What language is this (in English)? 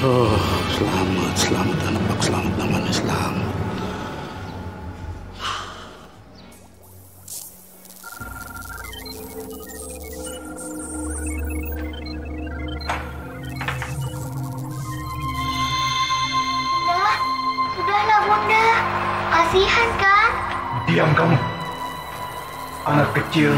Indonesian